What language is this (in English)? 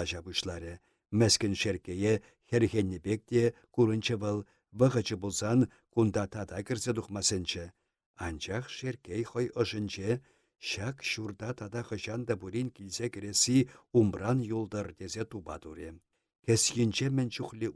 Chuvash